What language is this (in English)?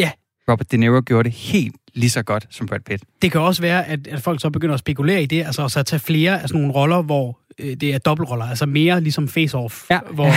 Danish